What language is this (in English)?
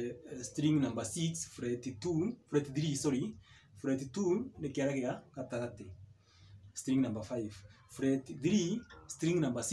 Kikuyu